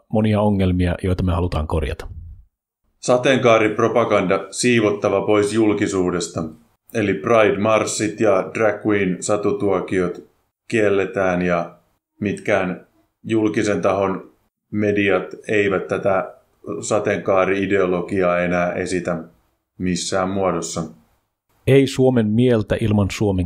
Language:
Finnish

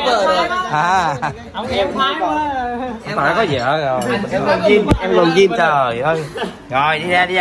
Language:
Vietnamese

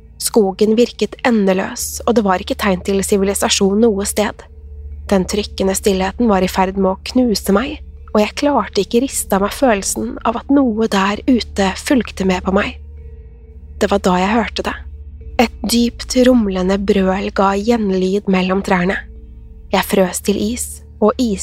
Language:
Norwegian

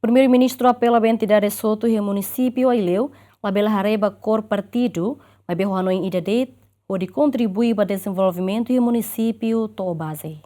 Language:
Tetum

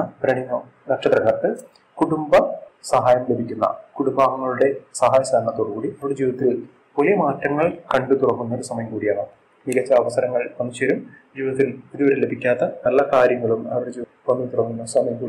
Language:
Malayalam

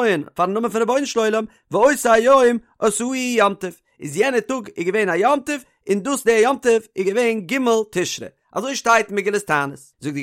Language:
Yiddish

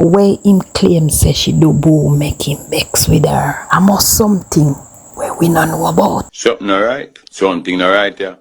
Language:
Jamaican Creole English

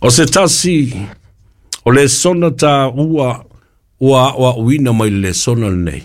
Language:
Samoan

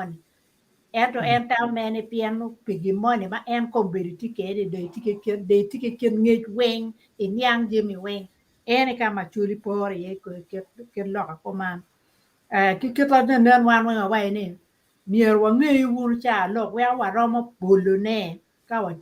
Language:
Acoli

